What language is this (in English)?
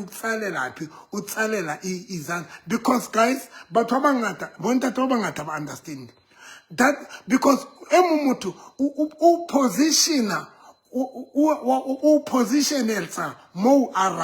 Southern Sotho